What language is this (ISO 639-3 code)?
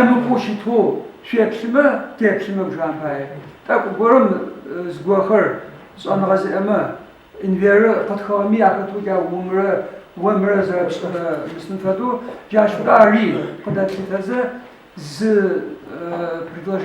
ady